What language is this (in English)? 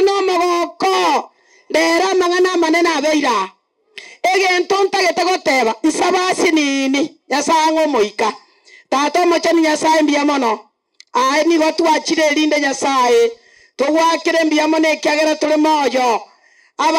Gusii